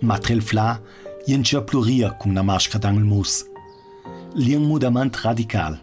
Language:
Ladin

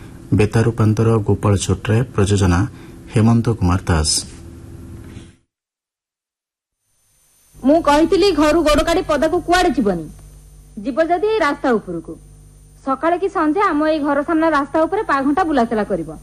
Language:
Odia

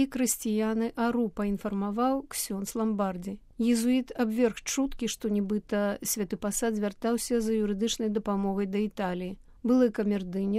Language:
Belarusian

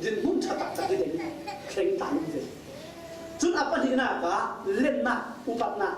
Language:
Falam Chin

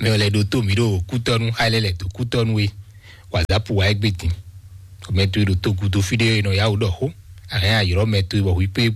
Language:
Fon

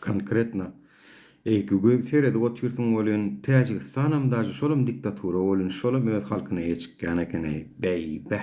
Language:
Turkmen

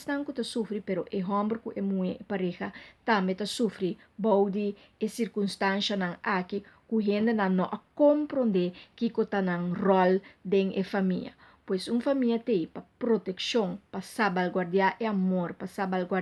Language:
Papiamento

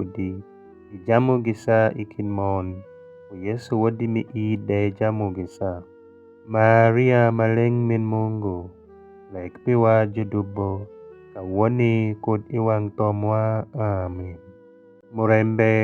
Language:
Alur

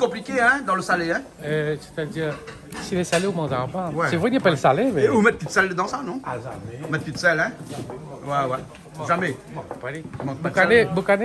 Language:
Réunion Creole French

